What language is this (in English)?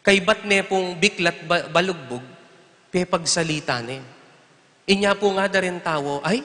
Pampanga